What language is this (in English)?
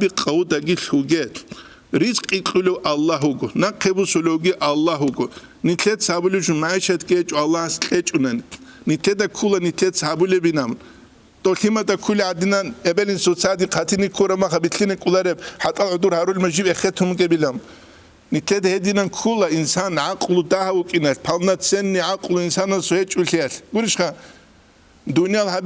Avaric